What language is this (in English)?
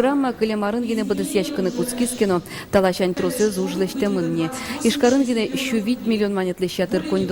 Udmurt